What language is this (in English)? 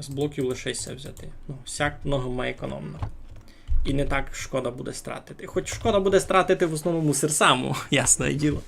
Rusyn